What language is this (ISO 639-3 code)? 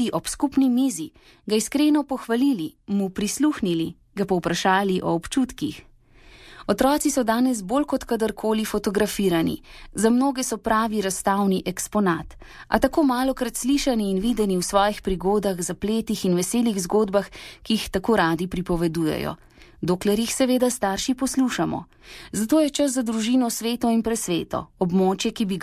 slv